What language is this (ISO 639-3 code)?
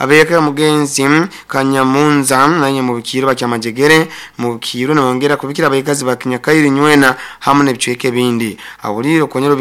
nyo